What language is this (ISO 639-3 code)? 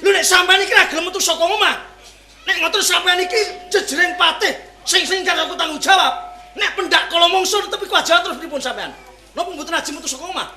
jav